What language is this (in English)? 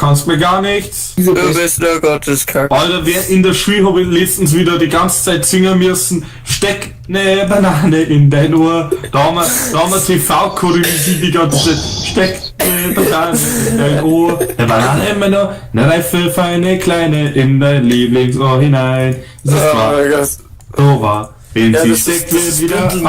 Bavarian